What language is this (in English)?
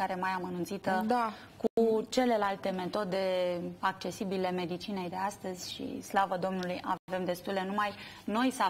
Romanian